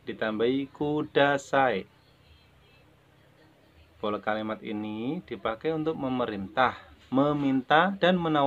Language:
Indonesian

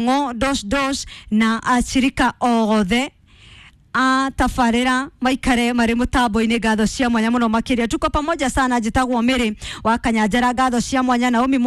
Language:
Kikuyu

